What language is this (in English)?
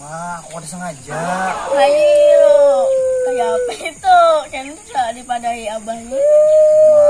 Banjar